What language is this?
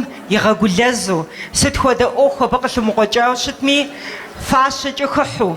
Kabardian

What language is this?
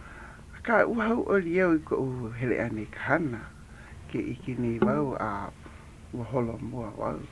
Hawaiian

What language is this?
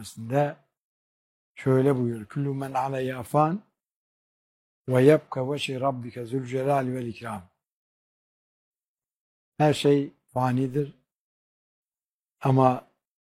Turkish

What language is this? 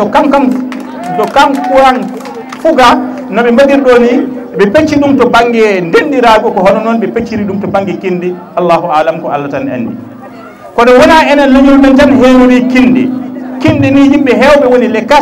Fula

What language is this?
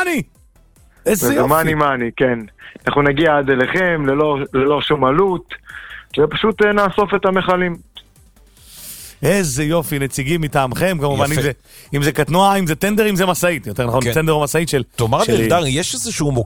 Hebrew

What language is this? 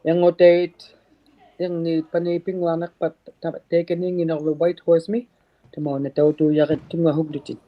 Inuktitut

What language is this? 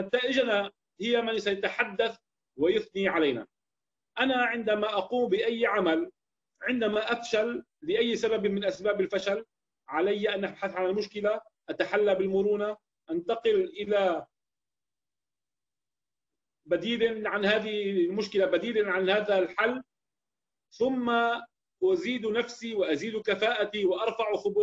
Arabic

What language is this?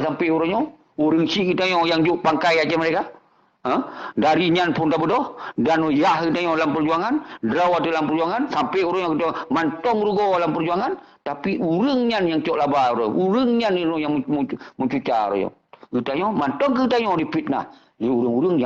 Achinese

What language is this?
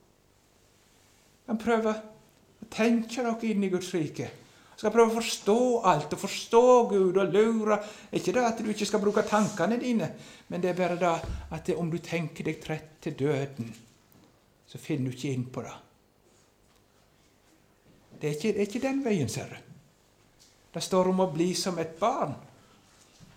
Norwegian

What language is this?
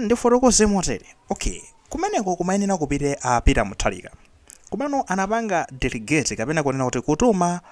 Nyanja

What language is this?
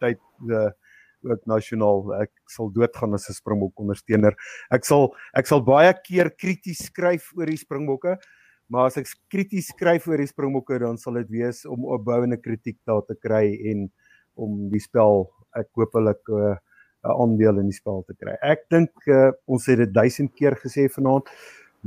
Afrikaans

